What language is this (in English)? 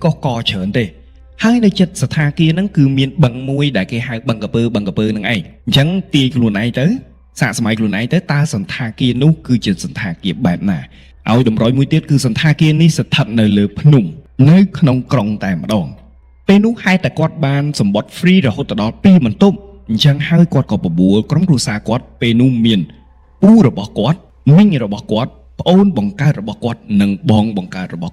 Khmer